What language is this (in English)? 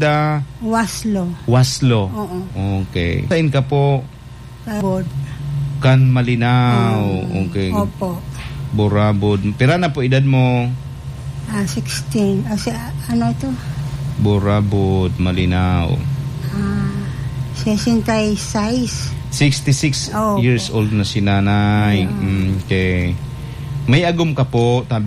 Bikol